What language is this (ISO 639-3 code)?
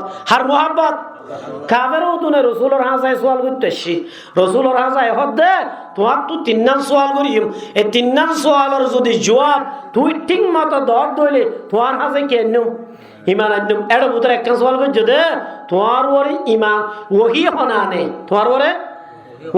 rhg